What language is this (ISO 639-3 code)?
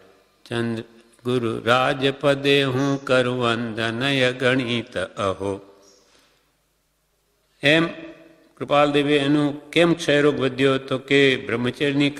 guj